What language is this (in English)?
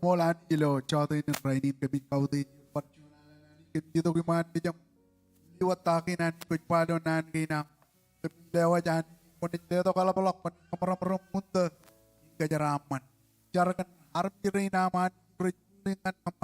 Marshallese